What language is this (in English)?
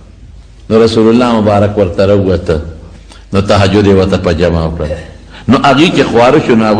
Pashto